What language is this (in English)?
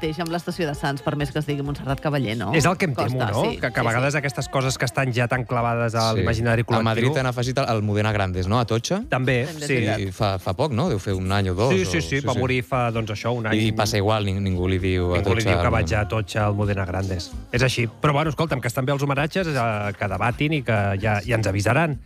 Catalan